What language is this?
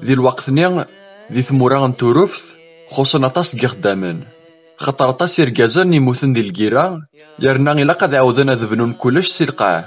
Kabyle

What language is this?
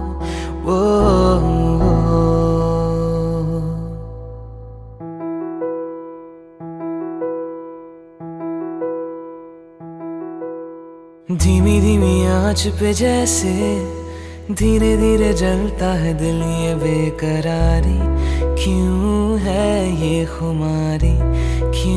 Hindi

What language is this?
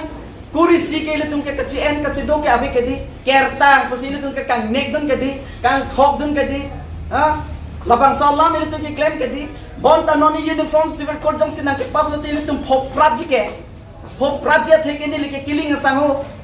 Karbi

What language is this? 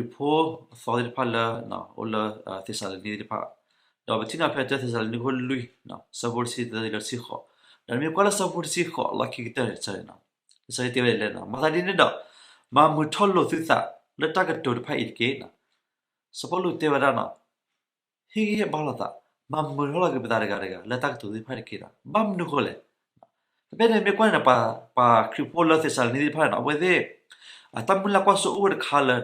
S'gaw Karen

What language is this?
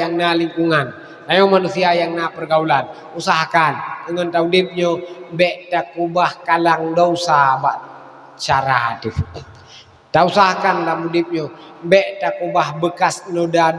Achinese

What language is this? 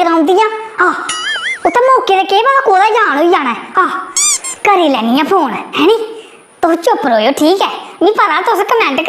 Dogri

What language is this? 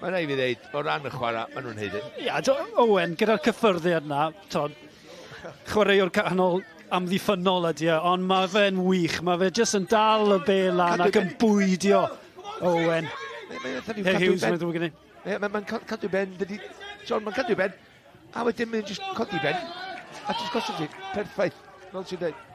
Welsh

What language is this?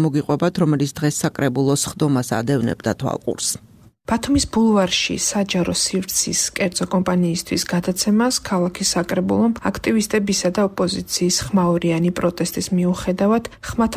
Georgian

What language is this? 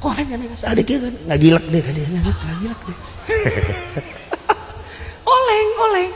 Sundanese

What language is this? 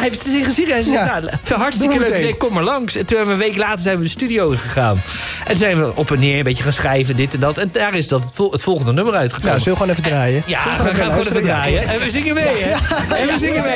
Dutch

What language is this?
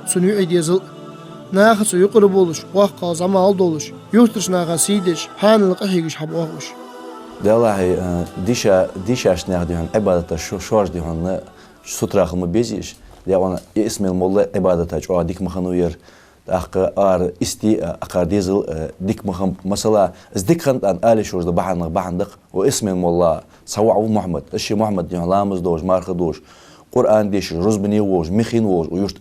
Ingush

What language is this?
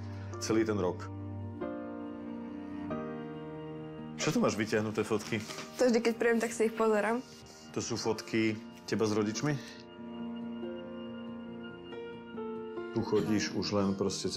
Slovak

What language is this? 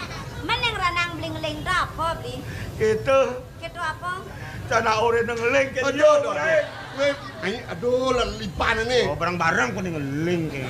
Balinese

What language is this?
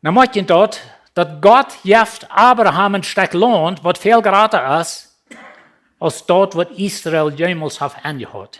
Plautdietsch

